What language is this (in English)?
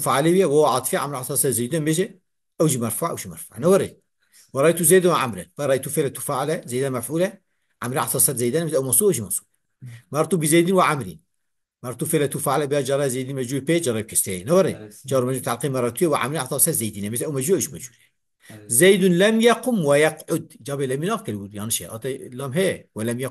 Kurdish